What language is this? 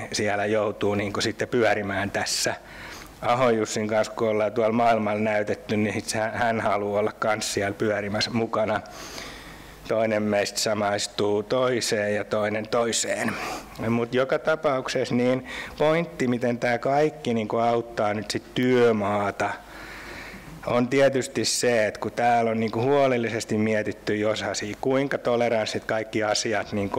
Finnish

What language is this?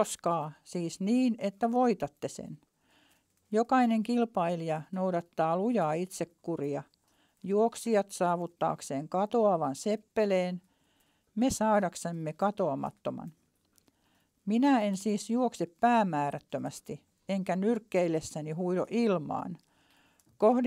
Finnish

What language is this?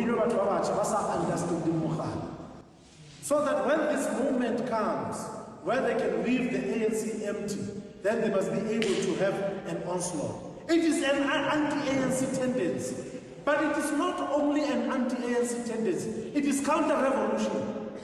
Venda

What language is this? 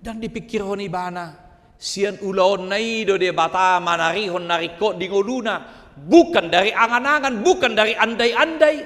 Batak Toba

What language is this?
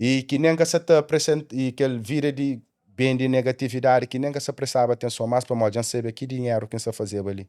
Kabuverdianu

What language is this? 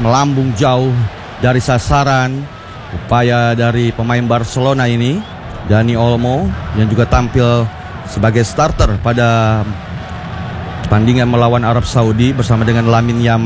Indonesian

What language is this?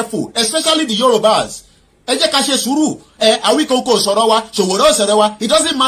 Yoruba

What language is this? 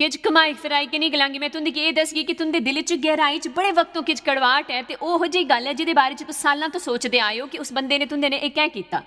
Dogri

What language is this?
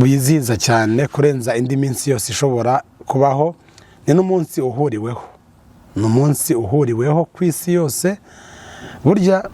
Kinyarwanda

